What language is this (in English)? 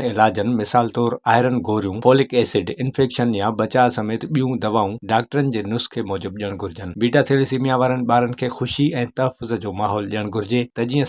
Sindhi